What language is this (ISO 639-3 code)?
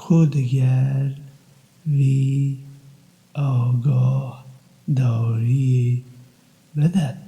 kur